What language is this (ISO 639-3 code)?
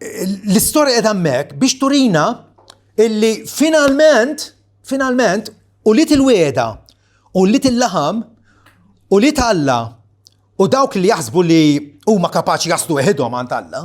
mlt